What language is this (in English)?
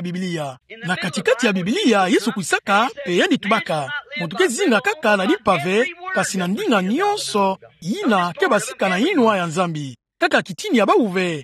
Kituba (Democratic Republic of Congo)